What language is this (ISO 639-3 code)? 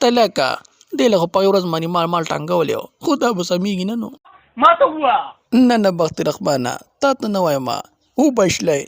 pus